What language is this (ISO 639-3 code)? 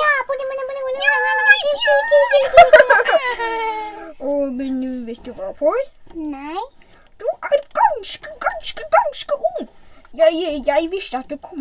nor